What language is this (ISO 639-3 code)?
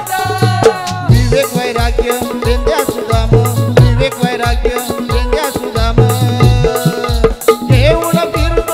mar